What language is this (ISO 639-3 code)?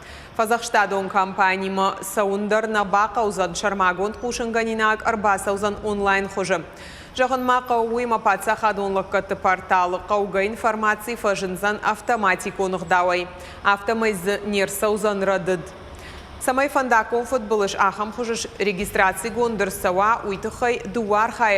oss